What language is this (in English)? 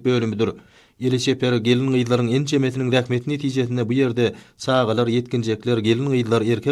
Turkmen